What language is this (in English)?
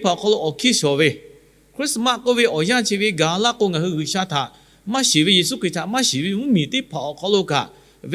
Lahu